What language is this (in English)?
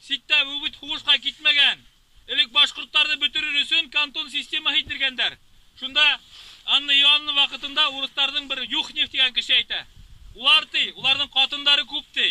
Bashkir